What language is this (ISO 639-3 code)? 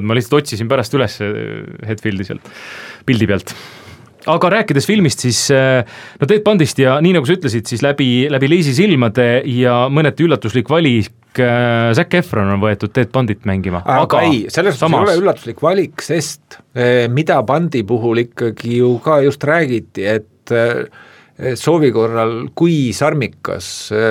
est